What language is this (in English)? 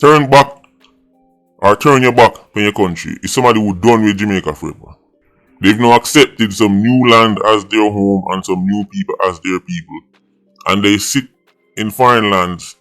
Jamaican Creole English